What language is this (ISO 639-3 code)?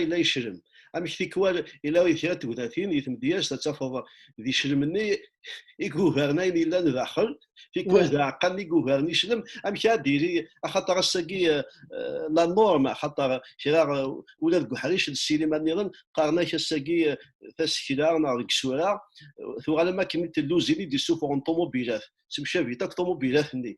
kab